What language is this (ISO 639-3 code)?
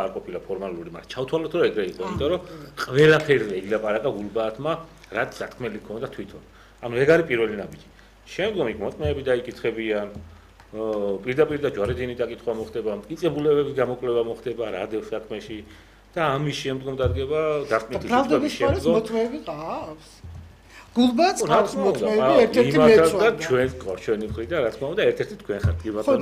kat